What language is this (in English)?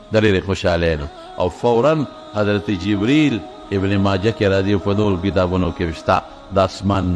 Pashto